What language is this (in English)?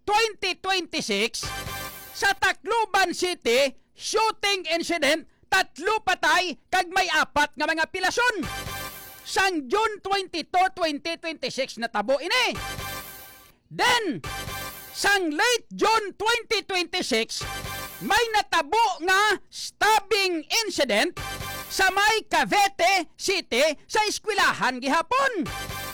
Hiligaynon